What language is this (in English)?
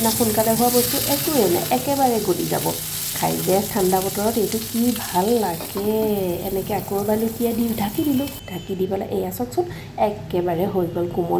Assamese